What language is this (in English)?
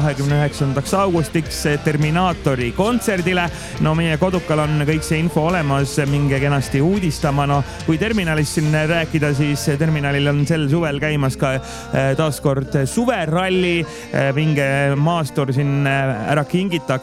Estonian